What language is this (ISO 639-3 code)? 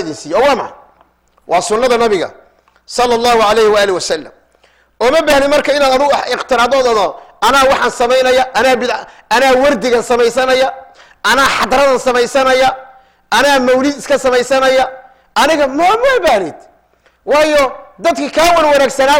som